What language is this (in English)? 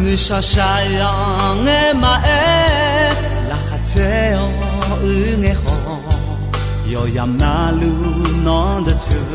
Akha